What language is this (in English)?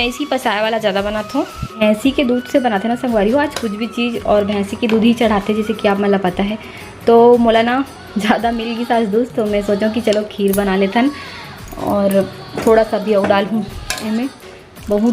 Chhattisgarhi